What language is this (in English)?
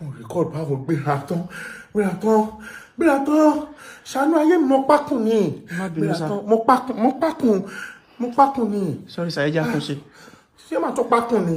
Yoruba